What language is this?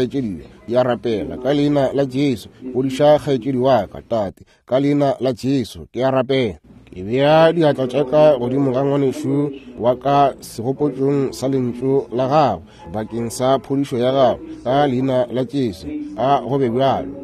Northern Sotho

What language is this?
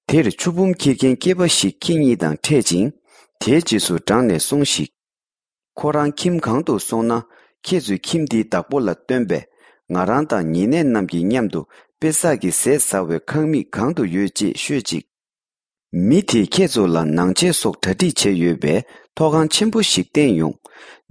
Tibetan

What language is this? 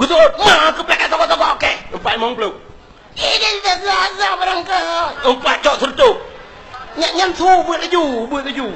Achinese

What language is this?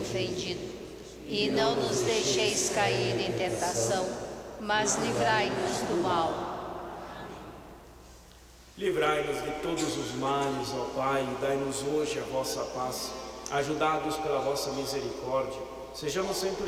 Portuguese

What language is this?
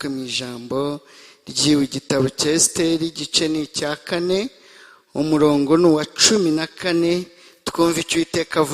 Kinyarwanda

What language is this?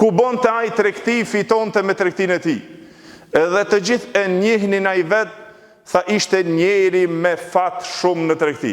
Albanian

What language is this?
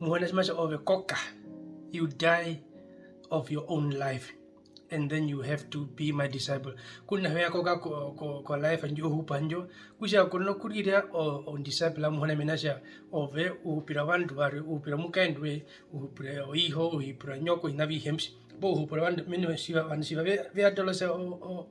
Herero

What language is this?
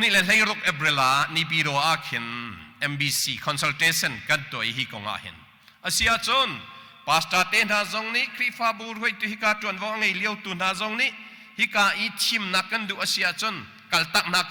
Hakha Chin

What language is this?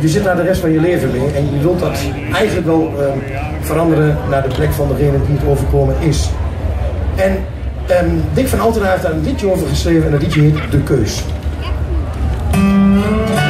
Dutch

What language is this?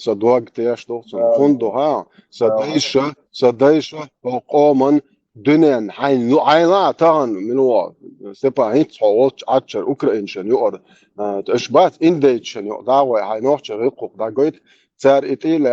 Chechen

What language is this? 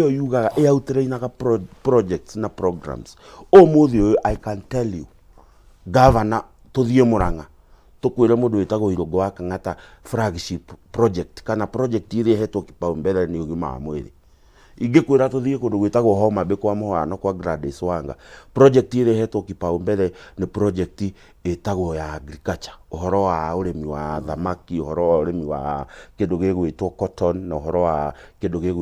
Kikuyu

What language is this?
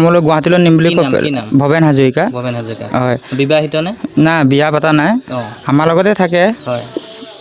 Assamese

